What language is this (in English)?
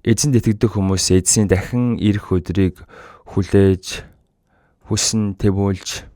Mongolian